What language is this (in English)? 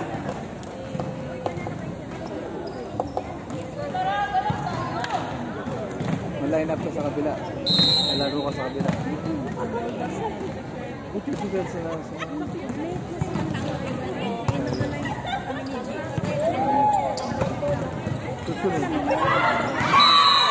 Filipino